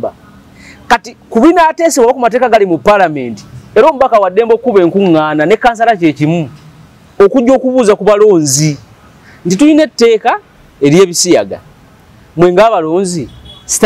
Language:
Ganda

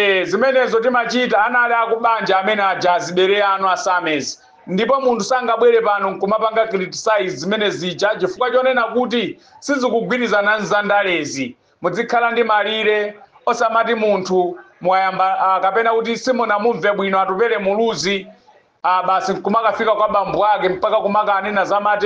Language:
Nyanja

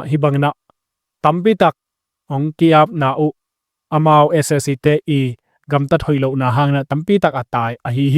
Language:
Tedim Chin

